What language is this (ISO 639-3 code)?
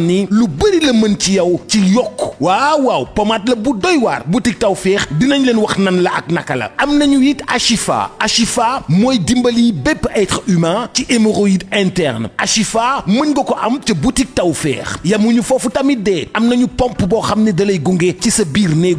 wol